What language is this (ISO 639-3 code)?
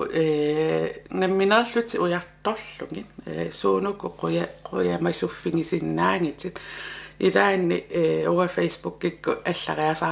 kal